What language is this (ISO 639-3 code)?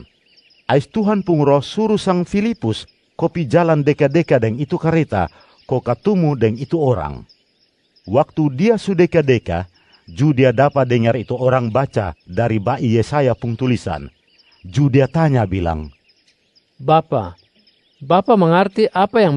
mkn